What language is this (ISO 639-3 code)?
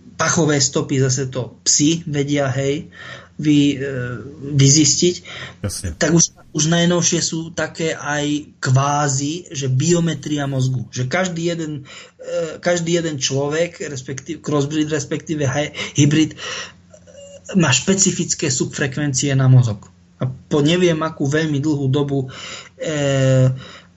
slk